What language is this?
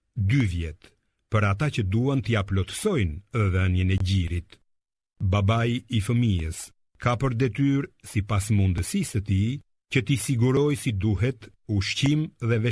Albanian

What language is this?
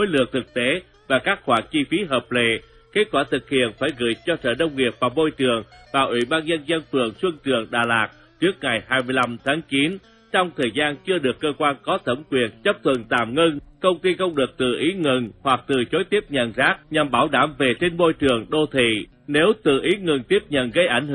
Vietnamese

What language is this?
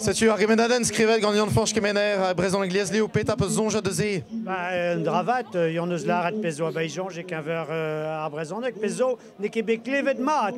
Breton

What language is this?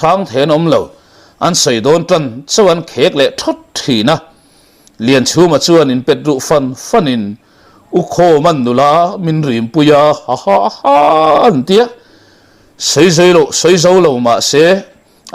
Mizo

